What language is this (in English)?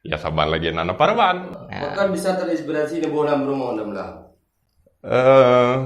Achinese